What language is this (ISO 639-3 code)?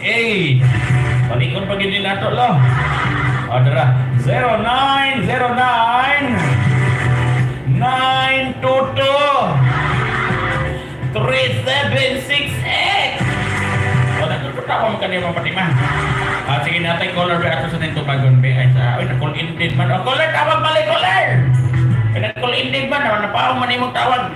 ceb